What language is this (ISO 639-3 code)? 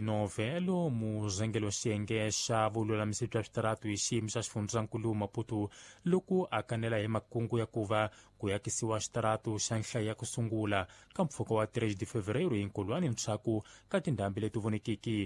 tso